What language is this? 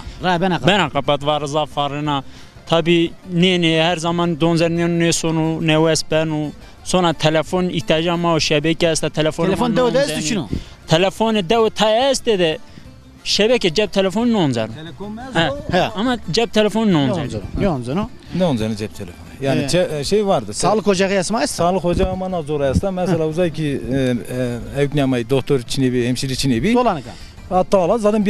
Zaza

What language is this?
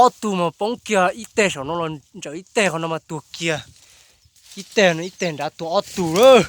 Hmong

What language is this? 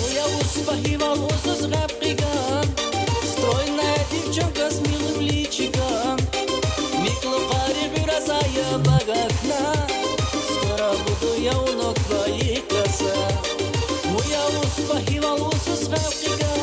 Tabassaran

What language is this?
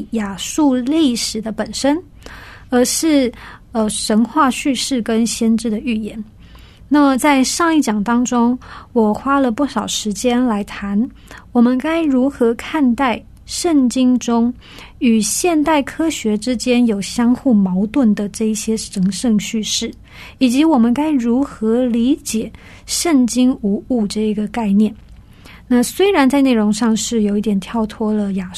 Chinese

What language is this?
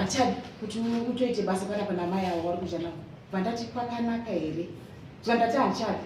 Shona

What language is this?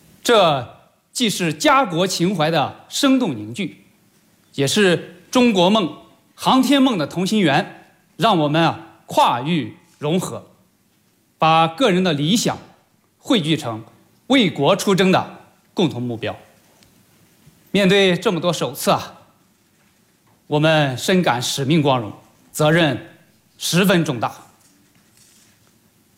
Chinese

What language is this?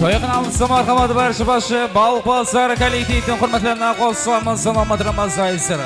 Kara-Kalpak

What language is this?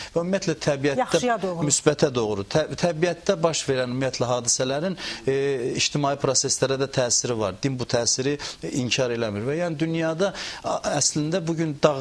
Azerbaijani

